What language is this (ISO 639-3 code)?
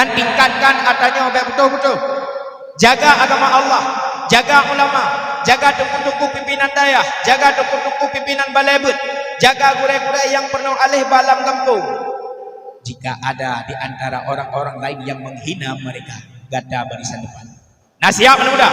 ace